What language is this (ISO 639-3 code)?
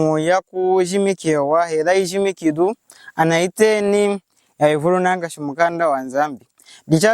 lun